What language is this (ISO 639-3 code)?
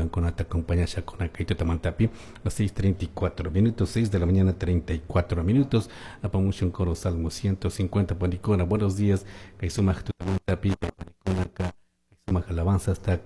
qug